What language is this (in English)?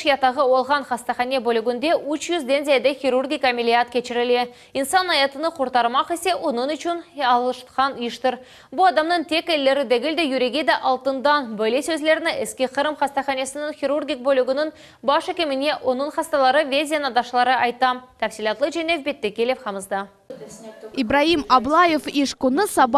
Crimean Tatar